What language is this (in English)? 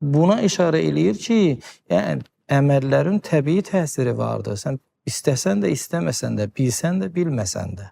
Azerbaijani